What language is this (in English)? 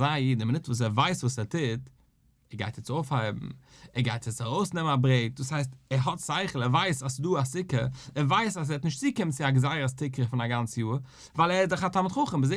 Yiddish